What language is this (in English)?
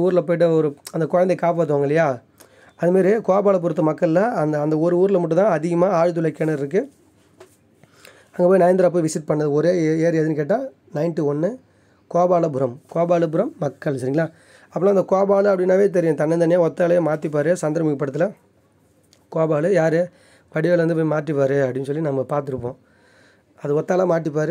Tamil